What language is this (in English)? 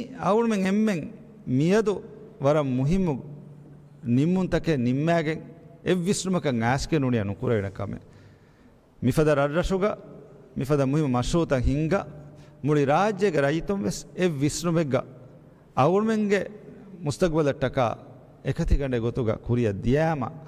Divehi